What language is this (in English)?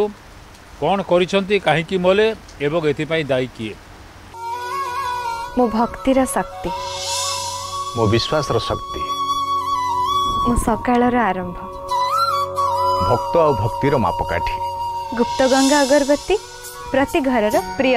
Odia